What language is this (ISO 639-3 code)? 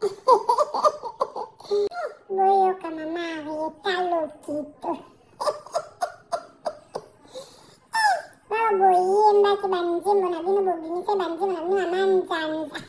lin